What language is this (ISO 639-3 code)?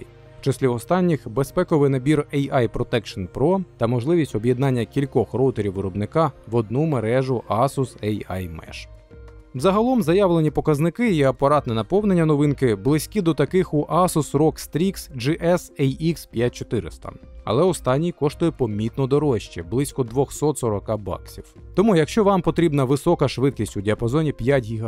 ukr